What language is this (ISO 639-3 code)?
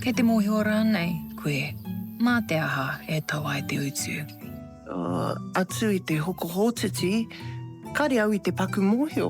mri